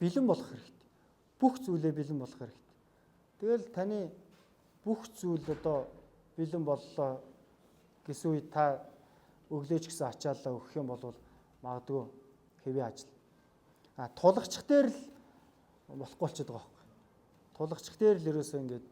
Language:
Mongolian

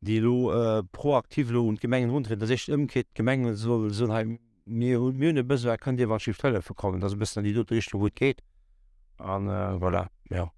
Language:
Luxembourgish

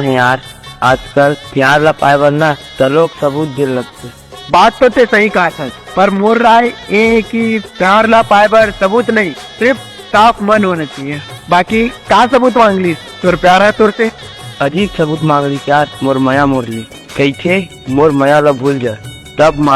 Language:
Chhattisgarhi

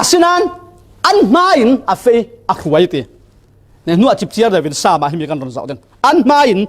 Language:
Falam Chin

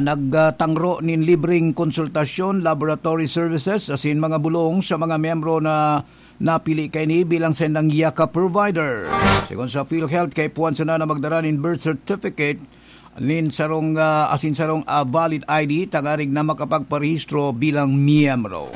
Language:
Bikol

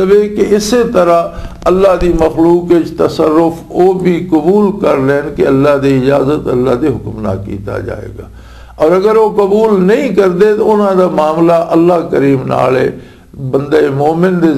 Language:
Western Panjabi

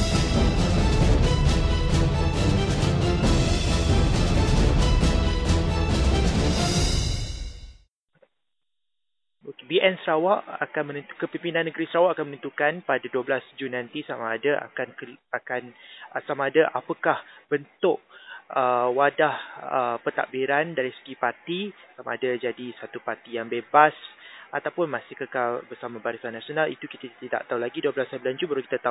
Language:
Malay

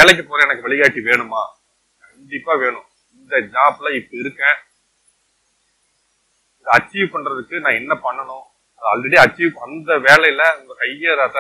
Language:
Tamil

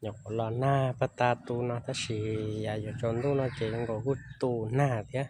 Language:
Hmong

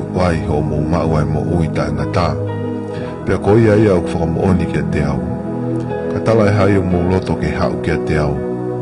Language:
Tongan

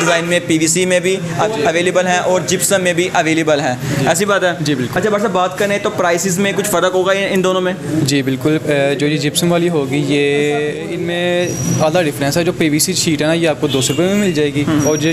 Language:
Hindi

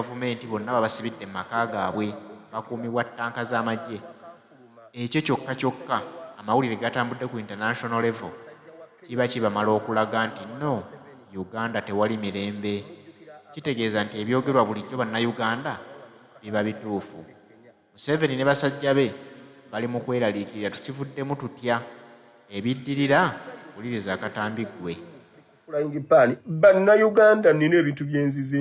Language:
Ganda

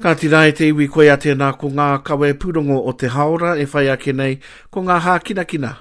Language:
Māori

